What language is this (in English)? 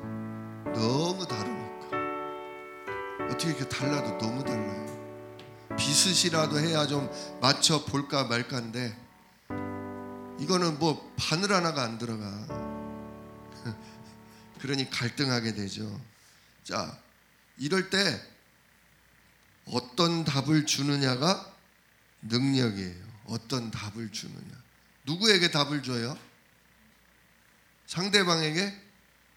Korean